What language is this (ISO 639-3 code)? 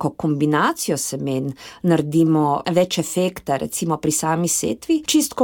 slv